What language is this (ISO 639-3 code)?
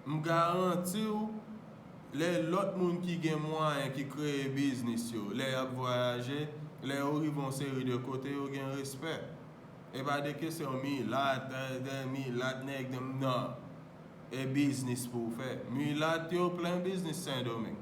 hat